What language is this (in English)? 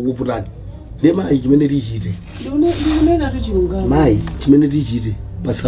Nyanja